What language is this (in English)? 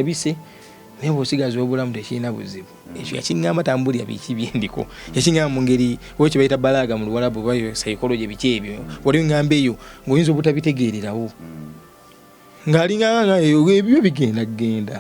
Ganda